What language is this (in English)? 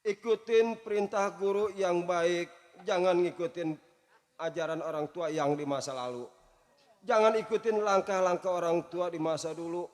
Betawi